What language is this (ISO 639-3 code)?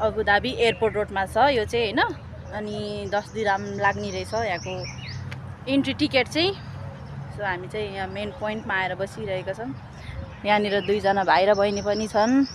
nep